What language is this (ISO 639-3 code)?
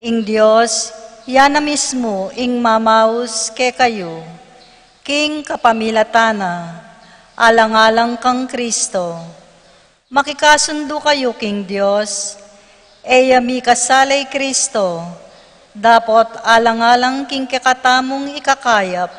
pam